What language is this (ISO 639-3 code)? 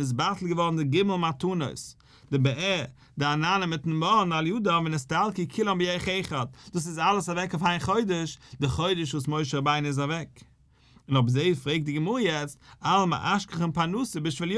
yid